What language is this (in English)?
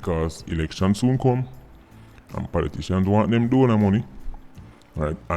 Jamaican Creole English